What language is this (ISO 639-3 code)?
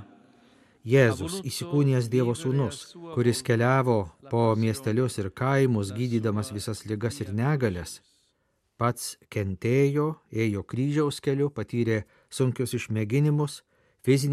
lit